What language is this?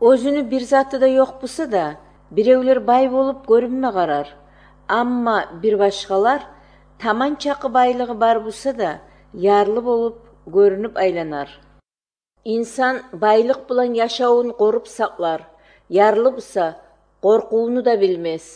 Kumyk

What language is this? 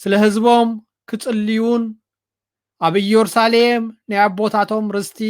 Tigrinya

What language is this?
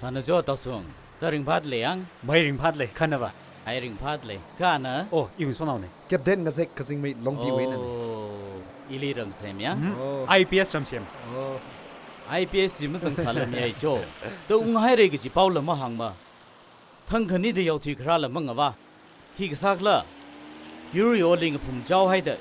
Tangkhul Naga (India)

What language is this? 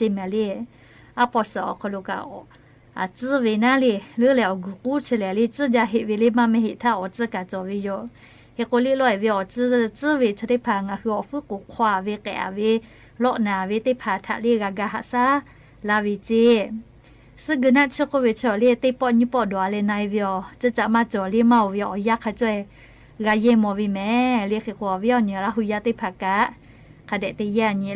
Lahu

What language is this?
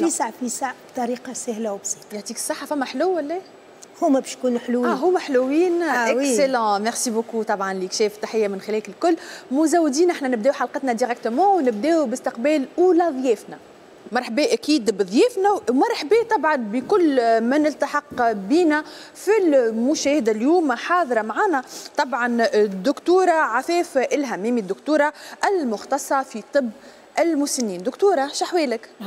Tunisian Arabic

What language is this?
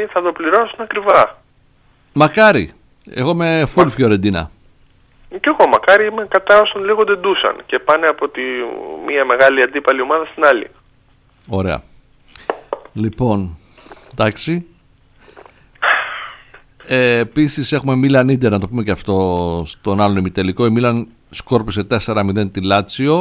Greek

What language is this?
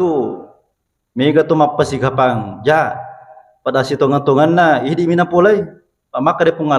Buginese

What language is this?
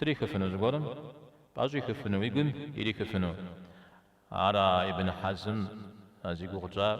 Kabardian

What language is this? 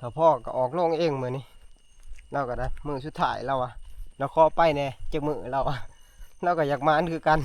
Northeastern Thai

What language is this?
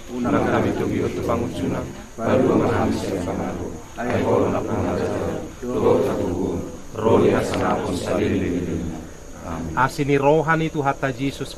Batak Toba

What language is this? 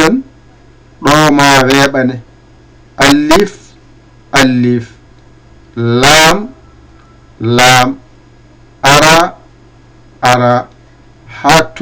Fula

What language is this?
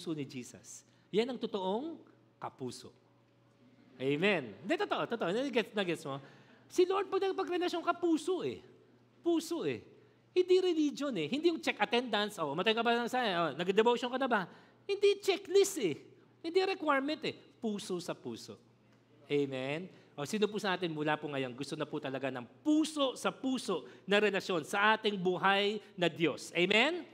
Filipino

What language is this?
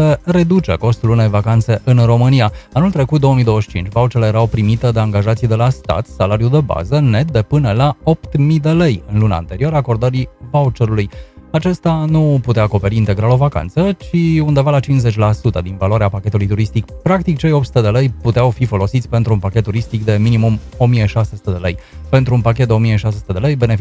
Romanian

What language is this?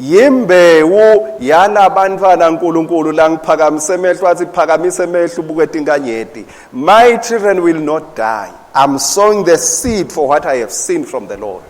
Swati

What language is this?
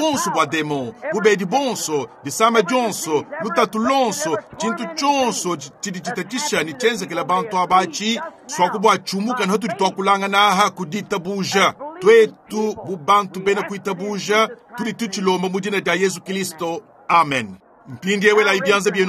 Luba-Lulua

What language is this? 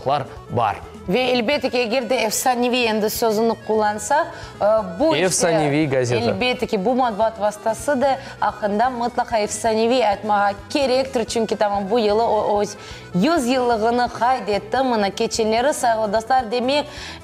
Crimean Tatar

